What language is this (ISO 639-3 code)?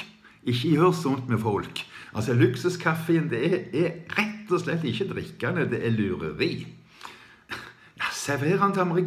nor